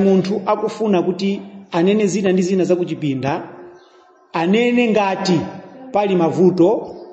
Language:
Nyanja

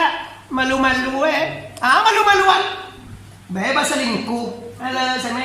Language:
Minangkabau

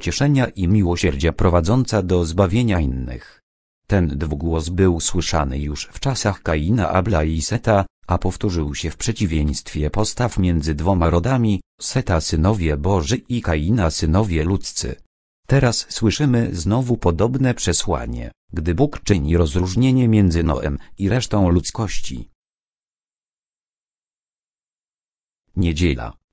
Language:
Polish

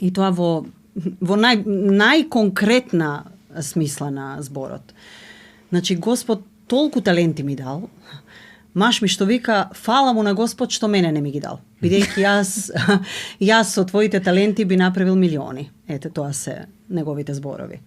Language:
Macedonian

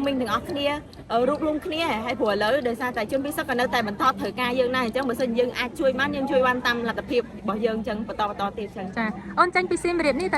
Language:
Khmer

